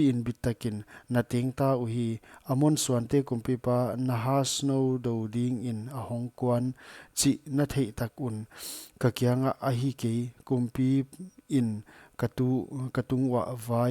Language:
Paite Chin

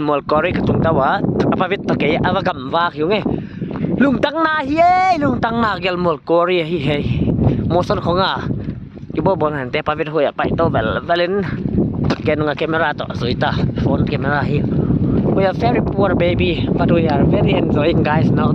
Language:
Paite Chin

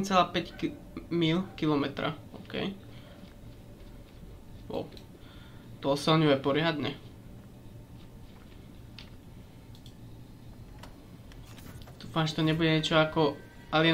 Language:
Slovak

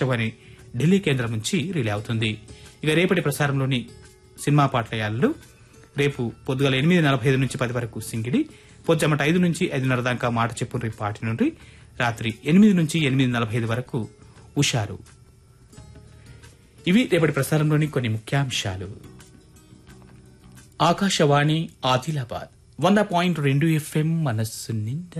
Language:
Telugu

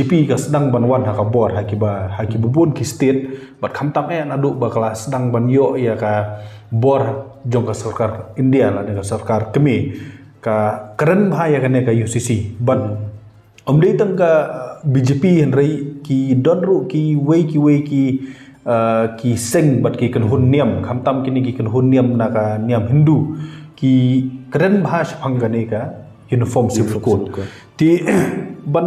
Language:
Khasi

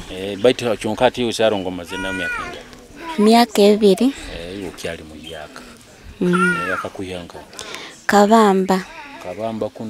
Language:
Nyoro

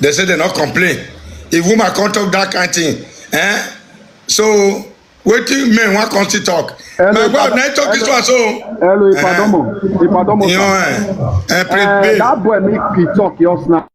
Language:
Nigerian Pidgin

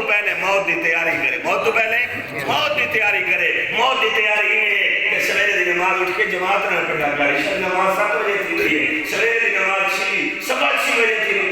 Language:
Saraiki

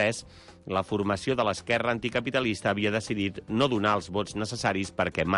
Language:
Catalan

